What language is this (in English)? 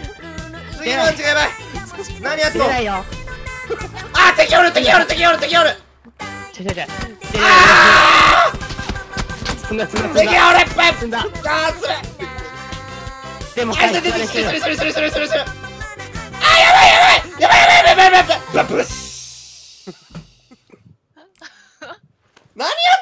Japanese